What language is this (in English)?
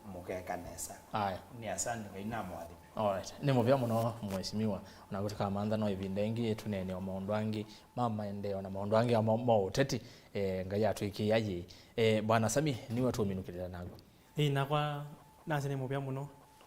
Kamba